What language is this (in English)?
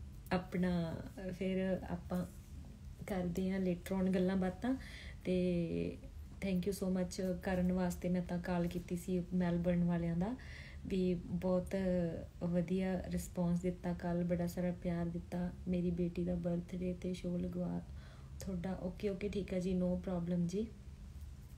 Punjabi